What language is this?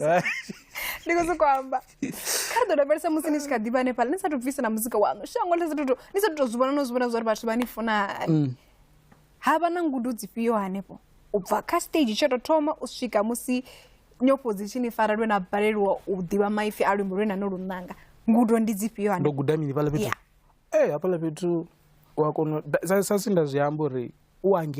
Venda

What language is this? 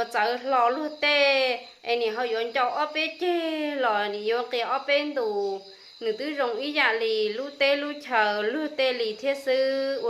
Hmong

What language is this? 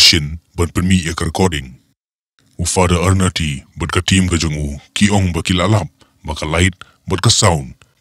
Khasi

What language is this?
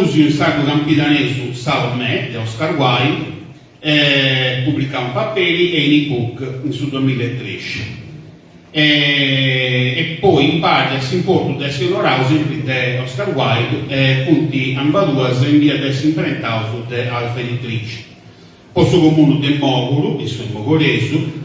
Sardinian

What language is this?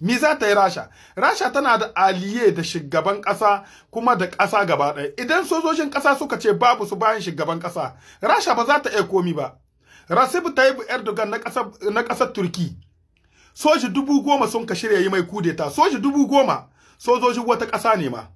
Hausa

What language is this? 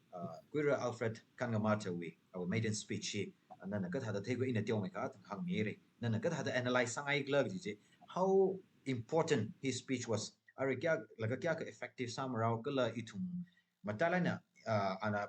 Tangkhul Naga (India)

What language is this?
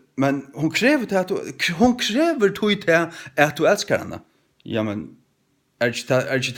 Faroese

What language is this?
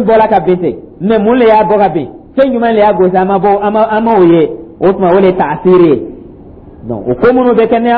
Dyula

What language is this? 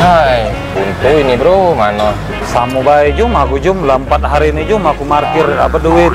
Musi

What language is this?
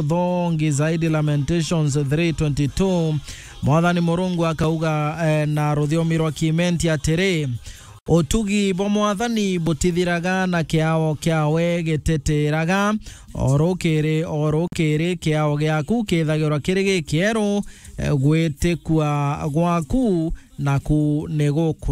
Meru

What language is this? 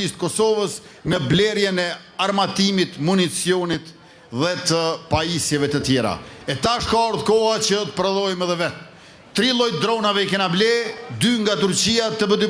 Albanian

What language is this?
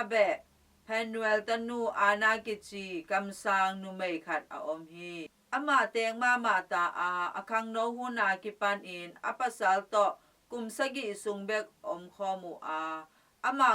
Tedim Chin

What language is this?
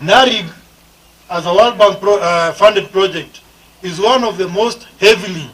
Gusii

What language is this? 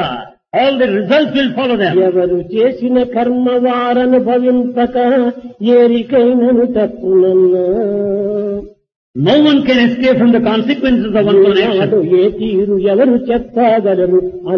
Telugu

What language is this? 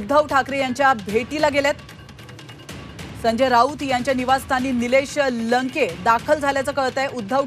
Marathi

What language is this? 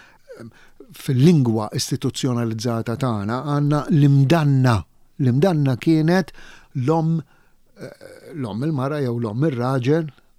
Maltese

